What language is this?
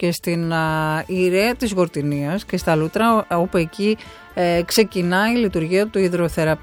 Greek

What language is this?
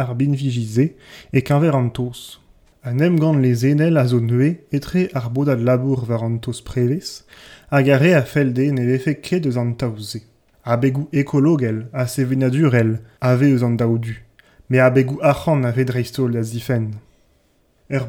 Breton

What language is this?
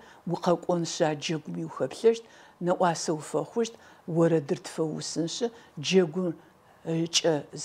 Adyghe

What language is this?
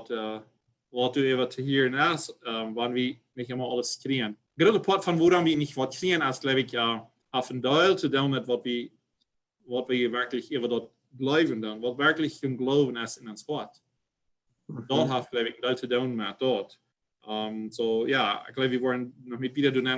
Plautdietsch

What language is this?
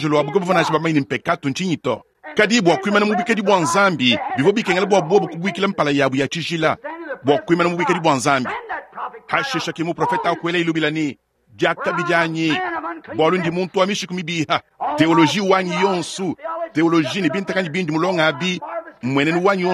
Luba-Lulua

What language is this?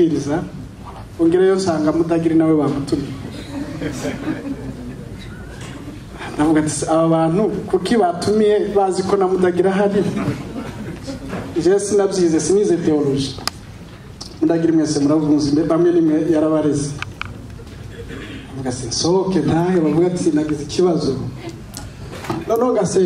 Kinyarwanda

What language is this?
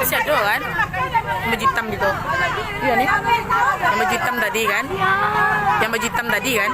Minangkabau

